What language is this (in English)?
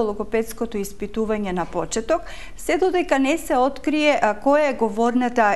Macedonian